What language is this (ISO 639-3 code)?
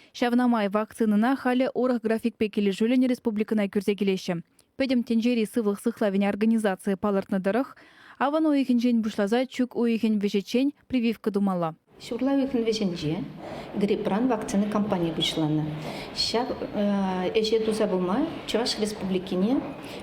chv